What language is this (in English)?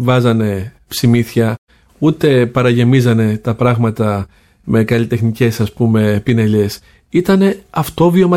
Greek